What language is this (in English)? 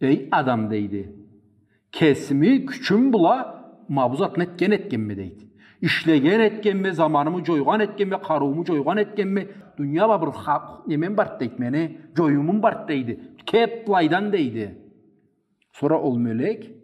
Karachay-Balkar